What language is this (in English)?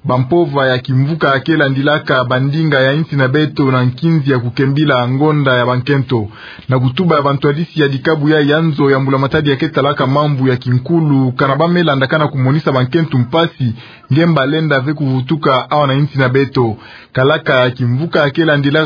Kituba (Democratic Republic of Congo)